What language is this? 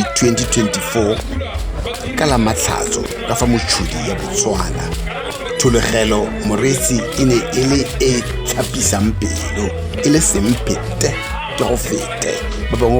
Tswana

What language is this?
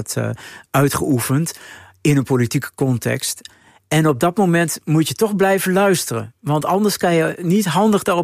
Dutch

